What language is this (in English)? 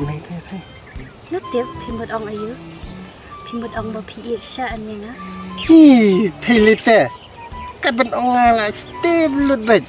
Khasi